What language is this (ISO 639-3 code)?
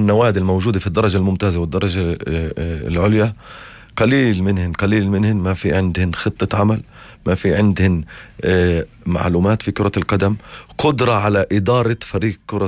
apc